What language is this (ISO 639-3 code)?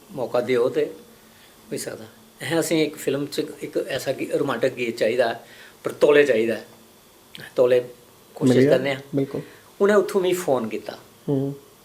doi